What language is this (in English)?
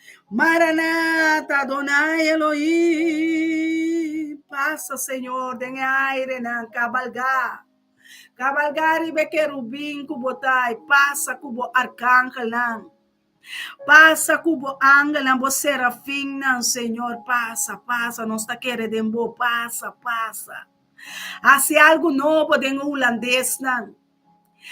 Papiamento